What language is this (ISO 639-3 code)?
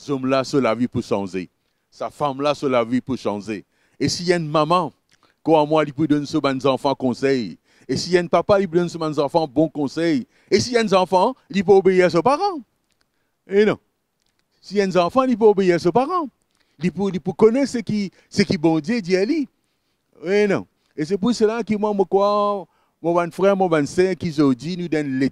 mfe